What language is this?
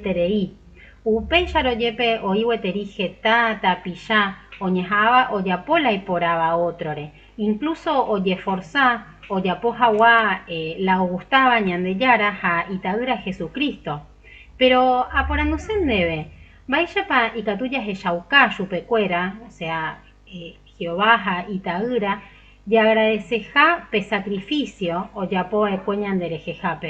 Guarani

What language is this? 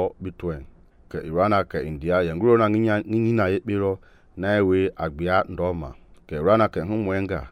Mende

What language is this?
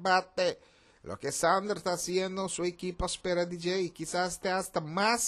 Papiamento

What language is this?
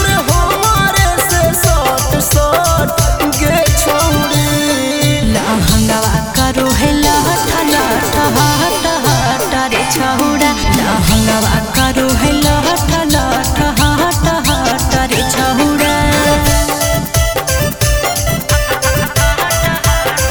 Bhojpuri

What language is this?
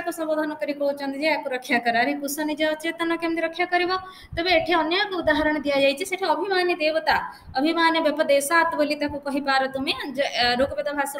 Odia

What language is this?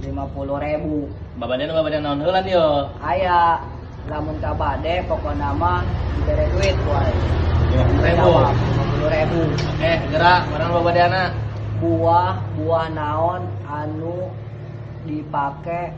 Sundanese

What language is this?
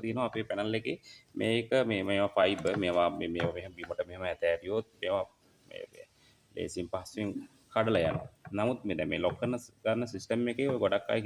Sinhala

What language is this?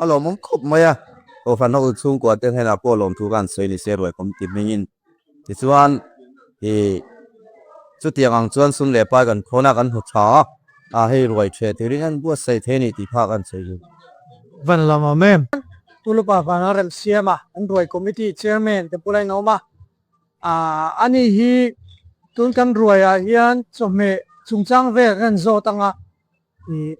Mizo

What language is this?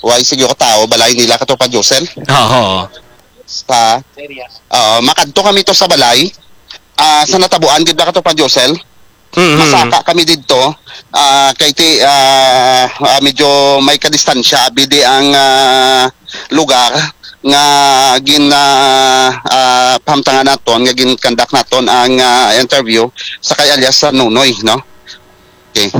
Hiligaynon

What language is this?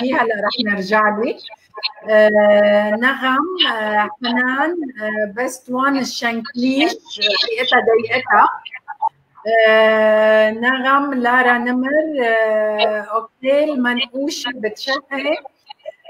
North Levantine Arabic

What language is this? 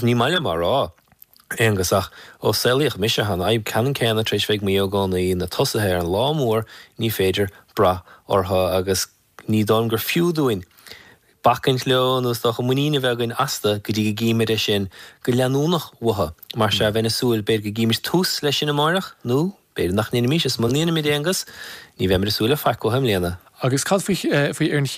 Irish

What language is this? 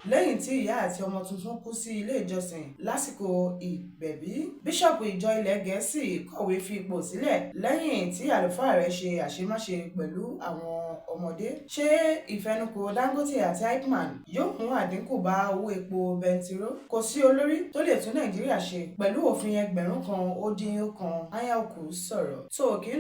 Yoruba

